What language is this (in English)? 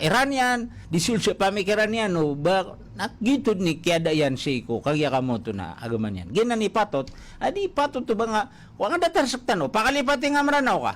Maranao